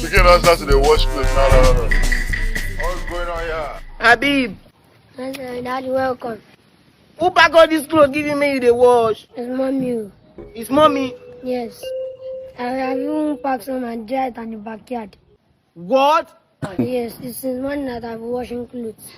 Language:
Nigerian Pidgin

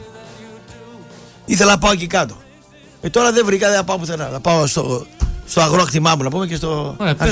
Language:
Greek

